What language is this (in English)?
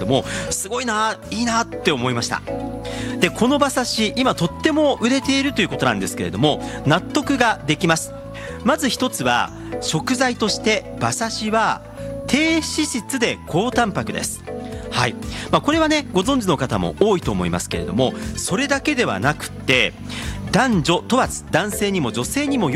Japanese